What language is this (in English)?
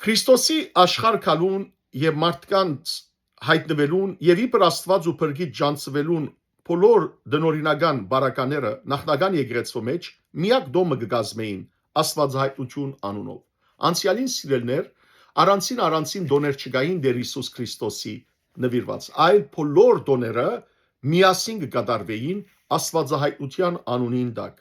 Western Armenian